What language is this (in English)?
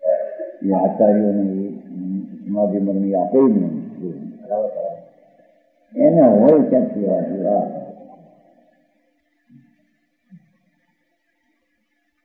Gujarati